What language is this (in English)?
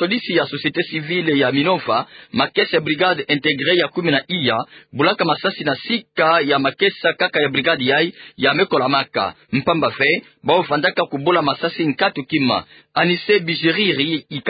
Kituba (Democratic Republic of Congo)